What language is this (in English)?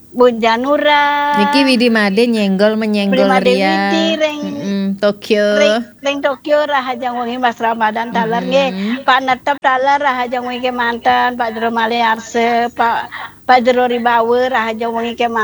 Balinese